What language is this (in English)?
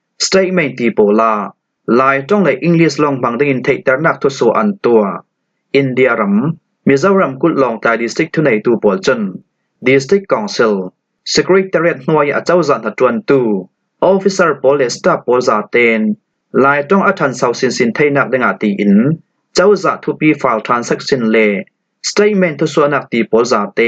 Falam Chin